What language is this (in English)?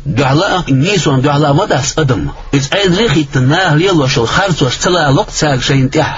Chechen